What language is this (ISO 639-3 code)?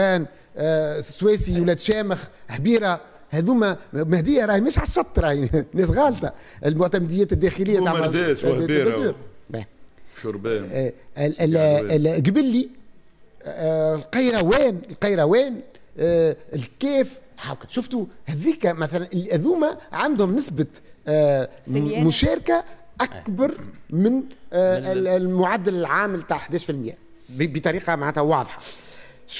aeb